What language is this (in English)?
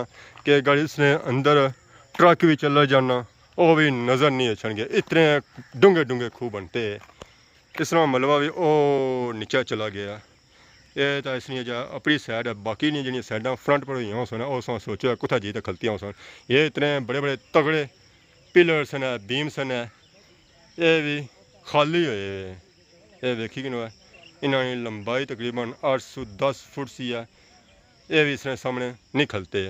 Pahari-Potwari